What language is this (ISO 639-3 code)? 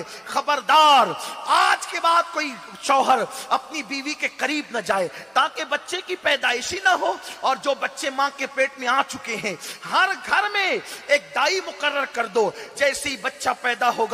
urd